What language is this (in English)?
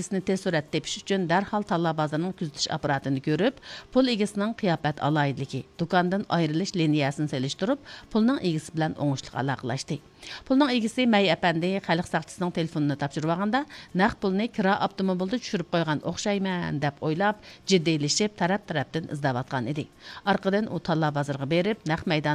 Uyghur